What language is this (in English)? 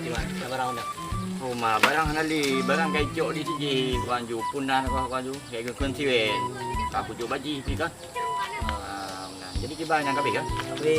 Achinese